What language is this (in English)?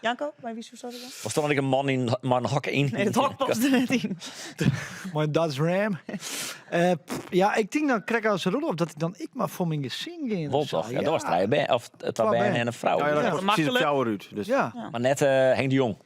Western Frisian